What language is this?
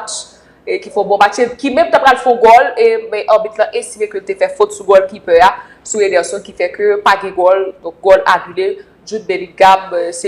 Haitian Creole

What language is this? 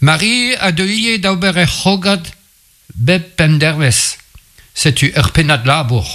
Breton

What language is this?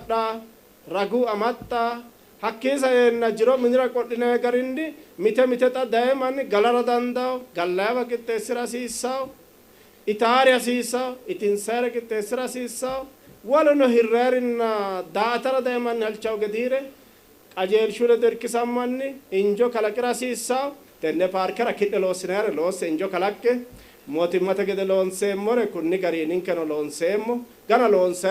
Sidamo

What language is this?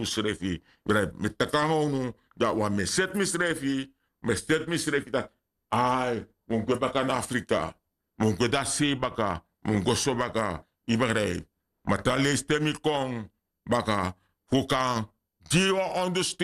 Sranan Tongo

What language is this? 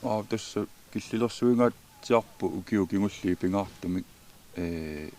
Kalaallisut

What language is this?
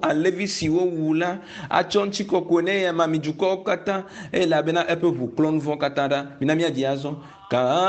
Ewe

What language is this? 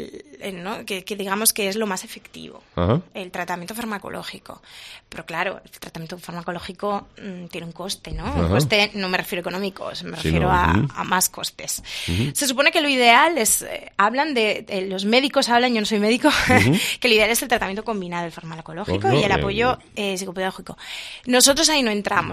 Spanish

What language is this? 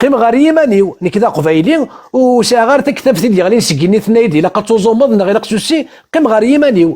Kabyle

